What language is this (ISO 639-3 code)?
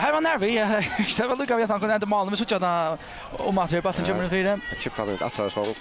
fao